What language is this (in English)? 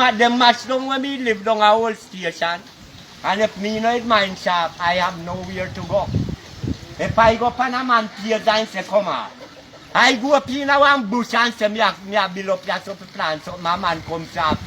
Jamaican Creole English